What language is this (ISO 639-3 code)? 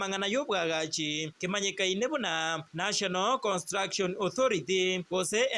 guz